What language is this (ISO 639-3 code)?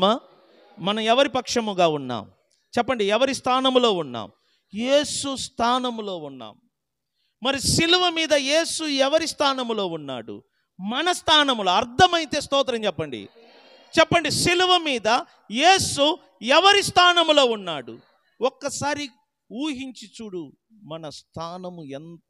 tel